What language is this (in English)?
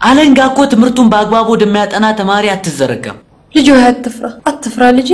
Amharic